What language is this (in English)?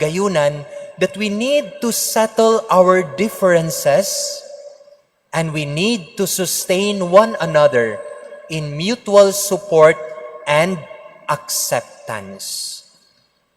Cebuano